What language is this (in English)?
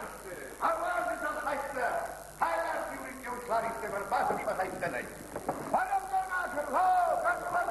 Ossetic